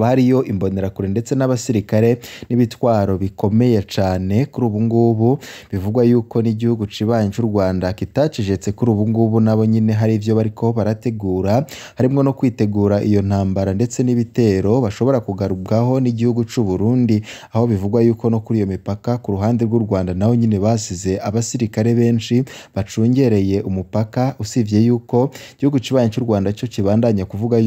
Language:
Rundi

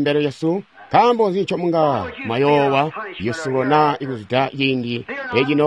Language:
Tonga (Zambia)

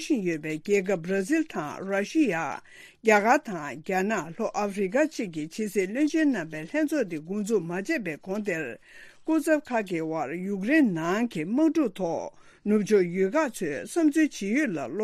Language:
Tibetan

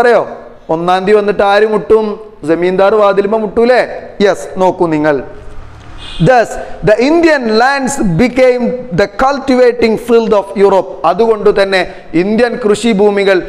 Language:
Malayalam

